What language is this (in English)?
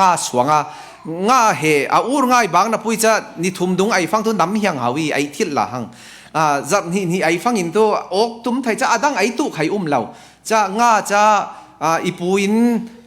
Falam Chin